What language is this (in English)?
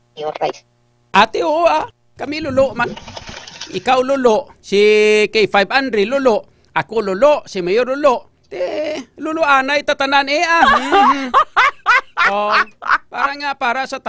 Hiligaynon